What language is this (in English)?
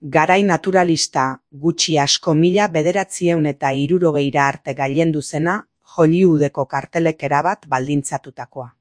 Basque